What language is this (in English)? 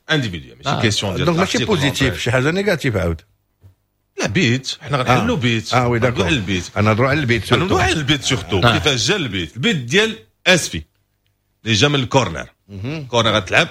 Moroccan Arabic